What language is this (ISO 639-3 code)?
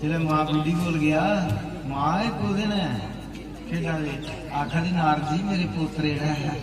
doi